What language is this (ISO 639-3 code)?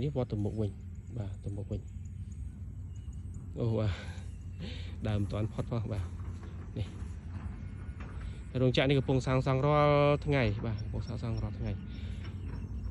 khm